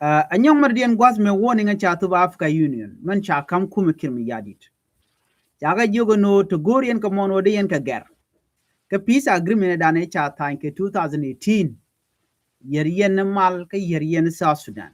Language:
Nuer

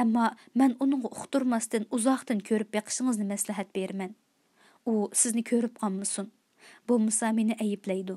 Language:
Uyghur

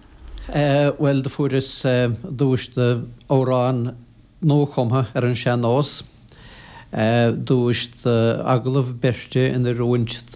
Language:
Irish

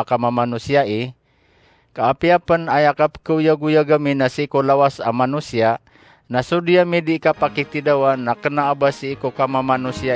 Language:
Maranao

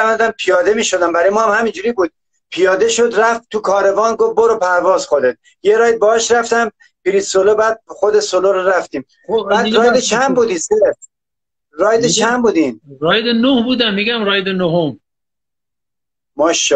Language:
Persian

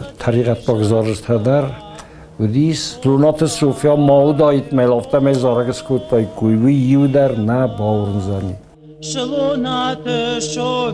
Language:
Ossetic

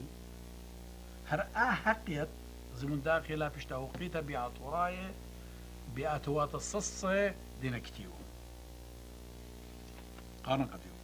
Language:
Assyrian Neo-Aramaic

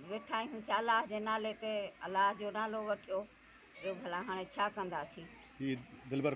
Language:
Sindhi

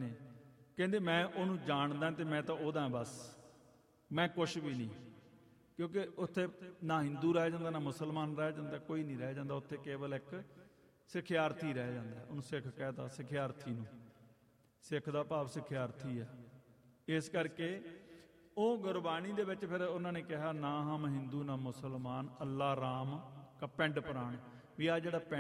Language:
Punjabi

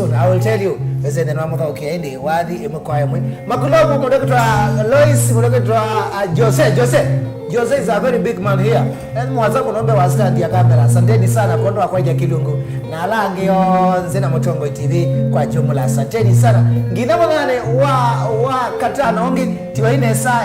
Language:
Kamba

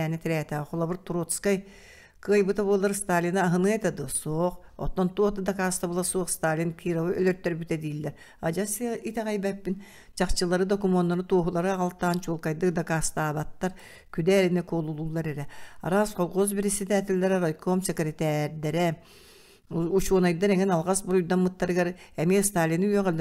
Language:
Yakut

